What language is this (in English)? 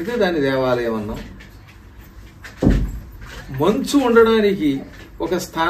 Telugu